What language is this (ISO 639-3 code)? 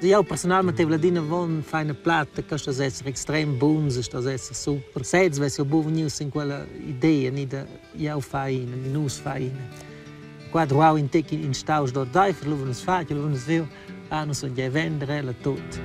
roh